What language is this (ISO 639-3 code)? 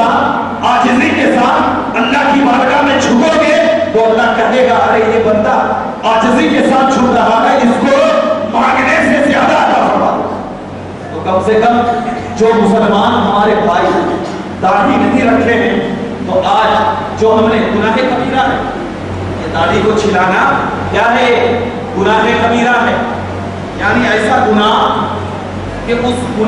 urd